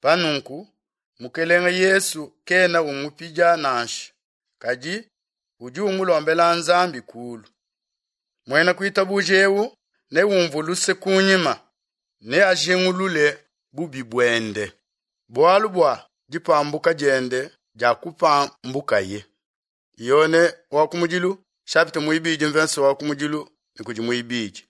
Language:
Luba-Lulua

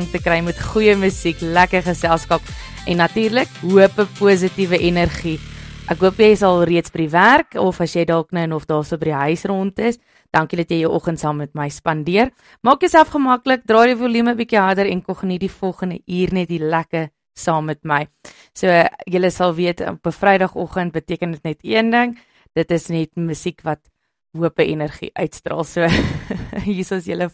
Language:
Afrikaans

